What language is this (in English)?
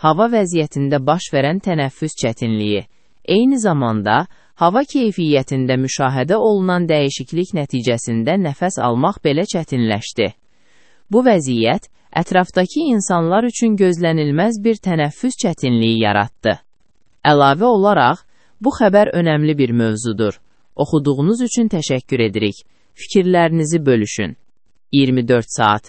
Azerbaijani